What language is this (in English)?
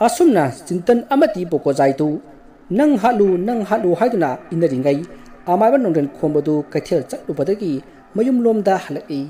Manipuri